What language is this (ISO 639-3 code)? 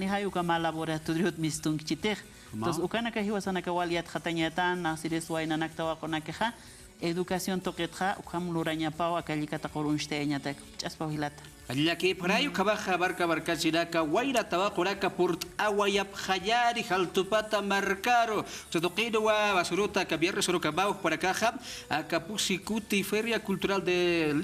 aym